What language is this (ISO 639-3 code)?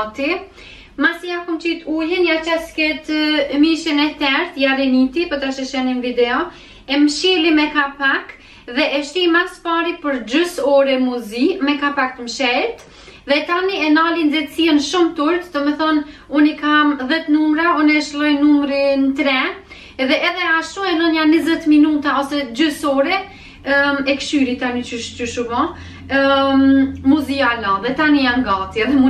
sqi